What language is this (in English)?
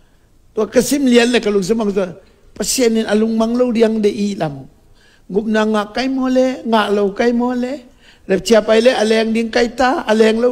Tedim Chin